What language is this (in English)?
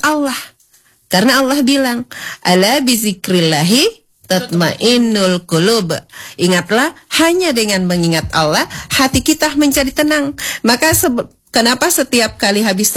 Indonesian